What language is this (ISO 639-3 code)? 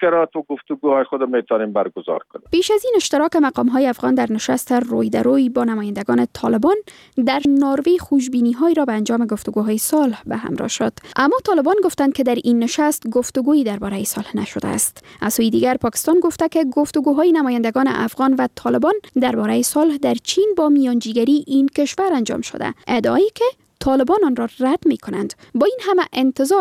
fas